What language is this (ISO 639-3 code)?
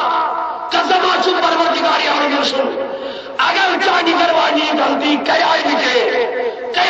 kas